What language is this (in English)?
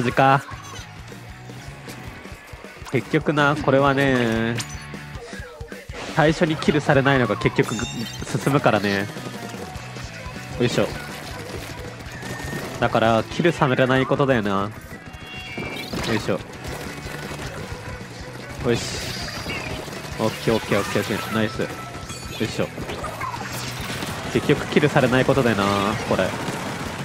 Japanese